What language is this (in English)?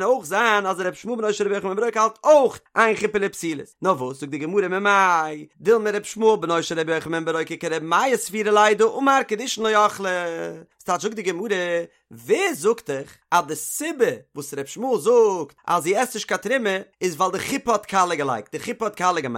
Yiddish